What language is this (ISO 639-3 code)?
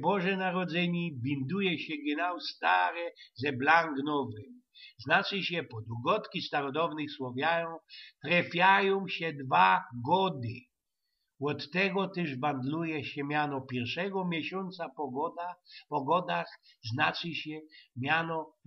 szl